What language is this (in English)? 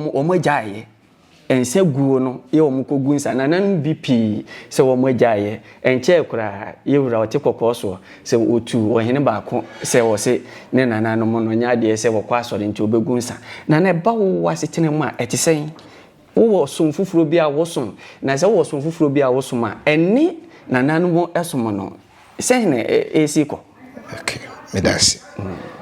Akan